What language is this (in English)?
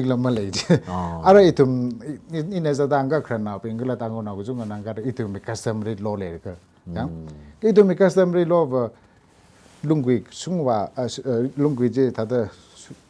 Tangkhul Naga (India)